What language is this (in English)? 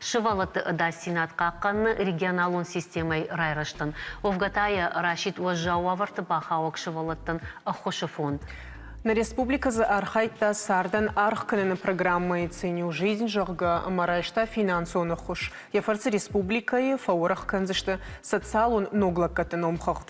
Ossetic